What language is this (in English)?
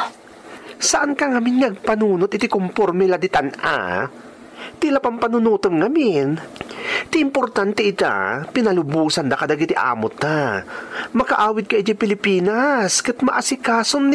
Iloko